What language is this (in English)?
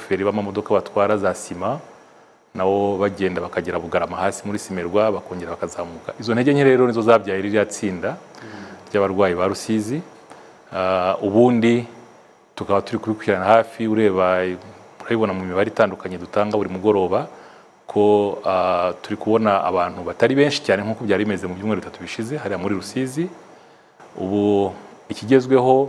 Kinyarwanda